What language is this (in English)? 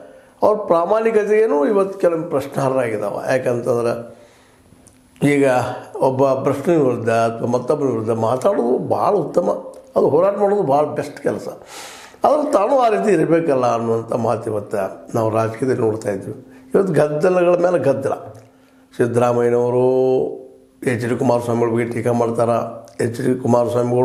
Kannada